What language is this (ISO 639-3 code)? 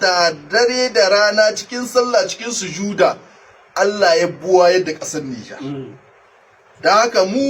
hau